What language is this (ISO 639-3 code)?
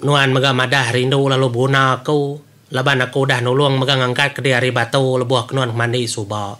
iba